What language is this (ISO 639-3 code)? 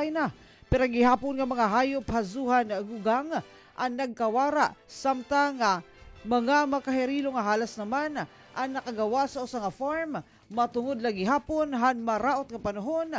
war